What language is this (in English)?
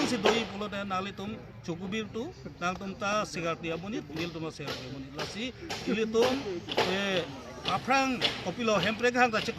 Karbi